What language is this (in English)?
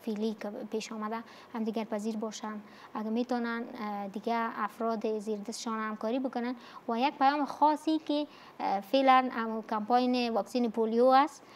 Persian